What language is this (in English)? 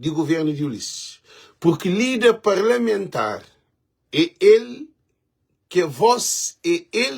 Kabuverdianu